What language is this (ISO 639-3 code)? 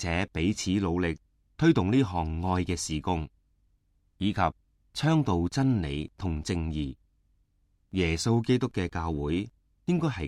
yue